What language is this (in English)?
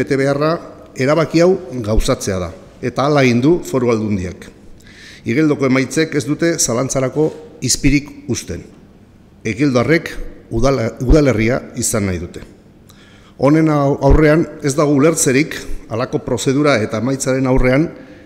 Basque